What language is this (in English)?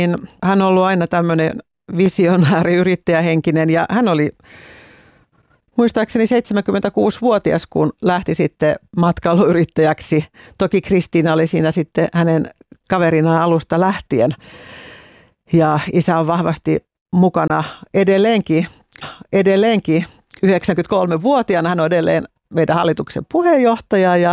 Finnish